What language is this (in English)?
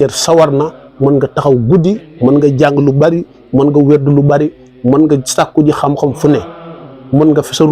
Wolof